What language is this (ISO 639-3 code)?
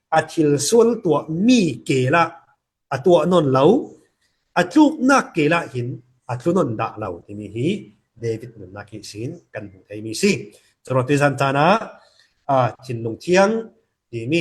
cfm